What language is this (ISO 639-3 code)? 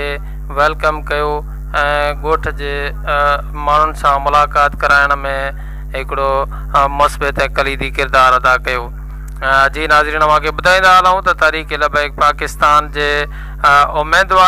snd